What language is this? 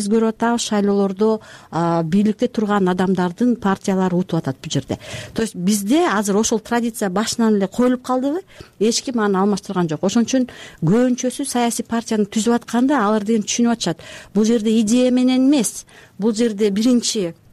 Kyrgyz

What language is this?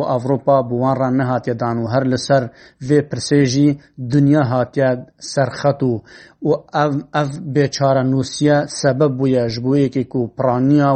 Kurdish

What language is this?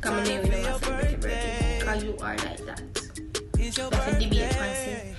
Jamaican Creole English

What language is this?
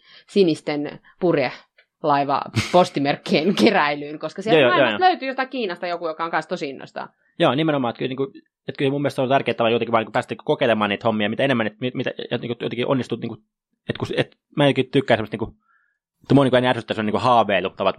Finnish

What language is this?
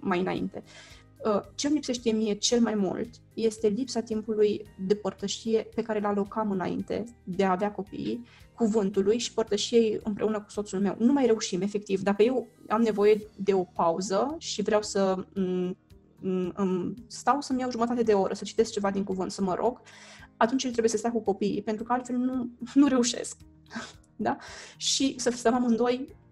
Romanian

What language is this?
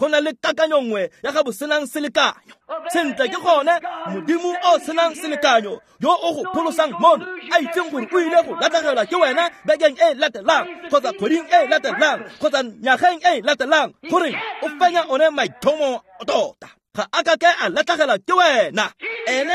Tswana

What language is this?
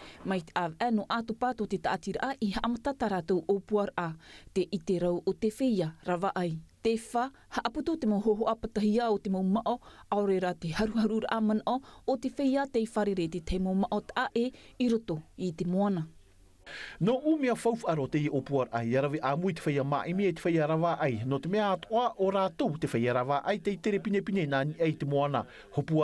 Tahitian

